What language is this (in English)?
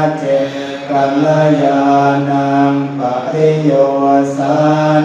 Pali